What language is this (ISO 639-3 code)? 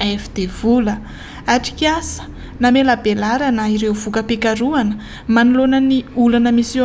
mlg